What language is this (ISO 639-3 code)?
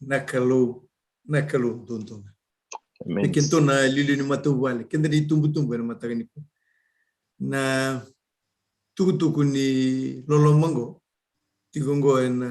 fij